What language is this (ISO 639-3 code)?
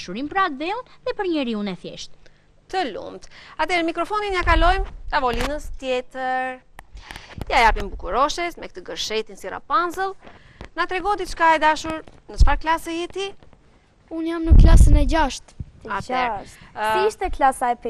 sqi